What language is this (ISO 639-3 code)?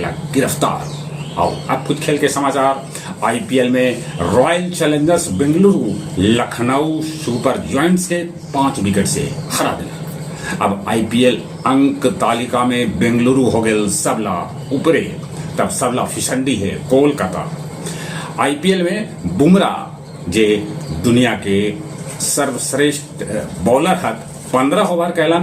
mag